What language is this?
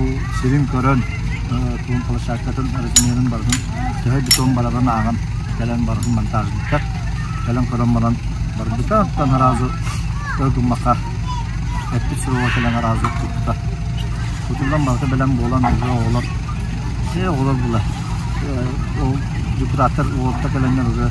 Yakut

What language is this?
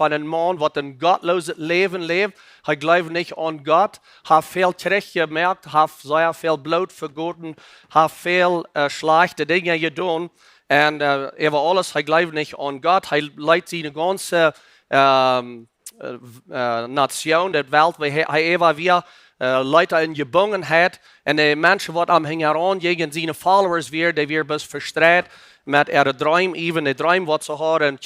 Plautdietsch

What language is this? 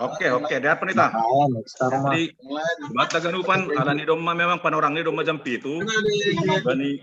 Batak Simalungun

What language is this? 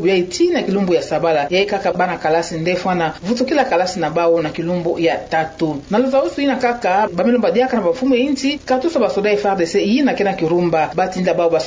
Kituba (Democratic Republic of Congo)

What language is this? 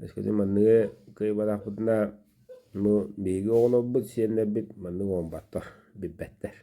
Yakut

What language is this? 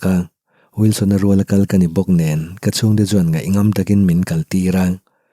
Mizo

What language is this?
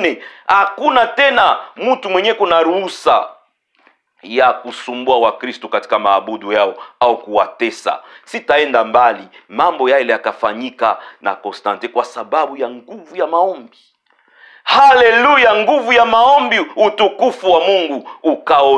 Swahili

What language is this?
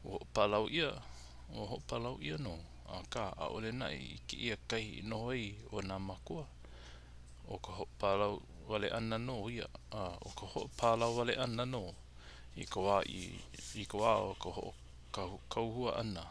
Hawaiian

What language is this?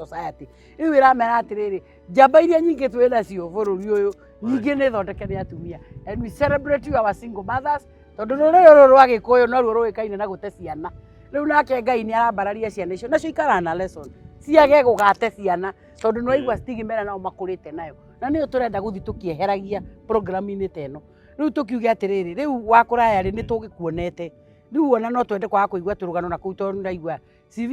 Kikuyu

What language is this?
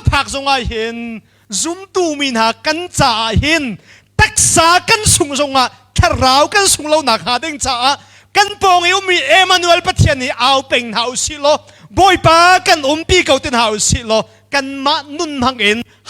Hakha Chin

